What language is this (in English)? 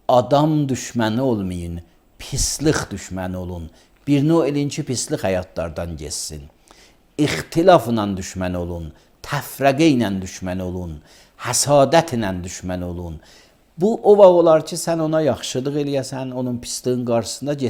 Azerbaijani